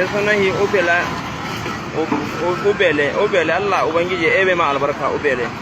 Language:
Hausa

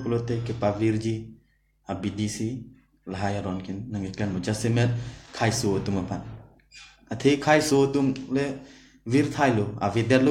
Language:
Karbi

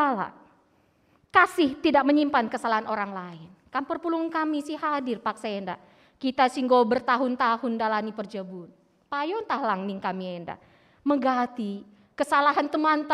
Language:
Batak Karo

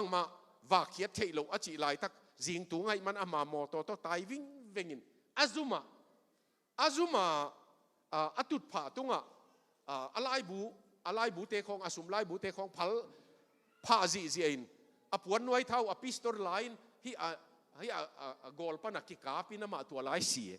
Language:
Tedim Chin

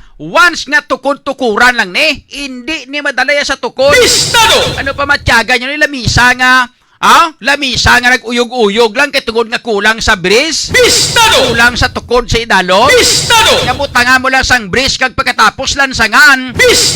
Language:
Hiligaynon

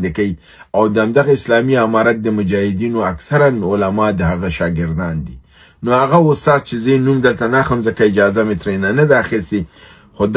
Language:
Pashto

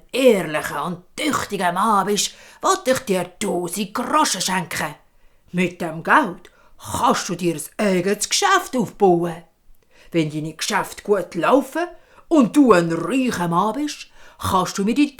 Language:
Swiss German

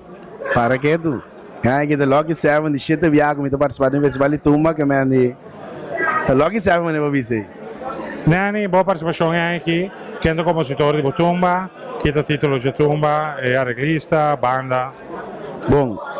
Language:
Papiamento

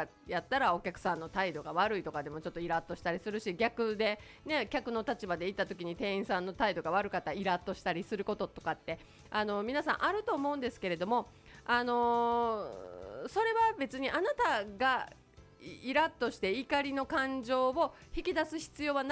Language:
Japanese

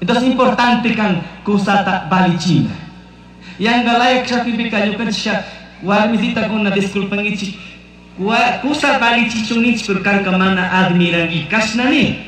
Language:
Chimborazo Highland Quichua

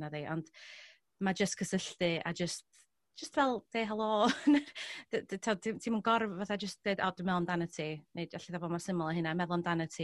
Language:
Welsh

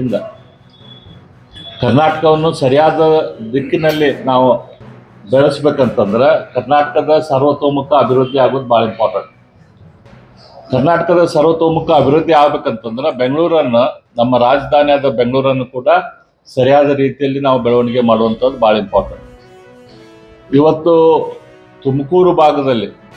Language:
Kannada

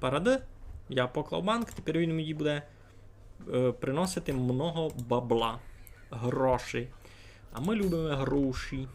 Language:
Rusyn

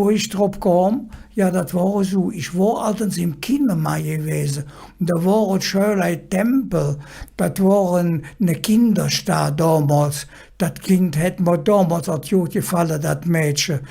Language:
Colognian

